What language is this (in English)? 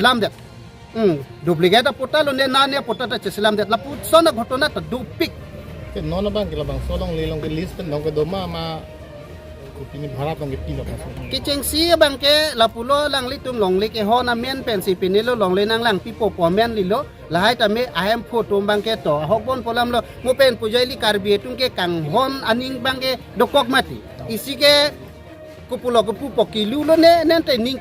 Karbi